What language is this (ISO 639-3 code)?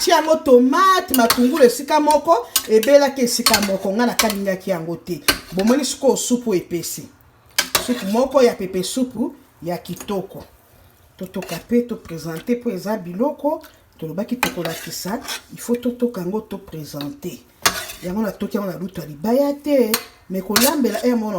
lin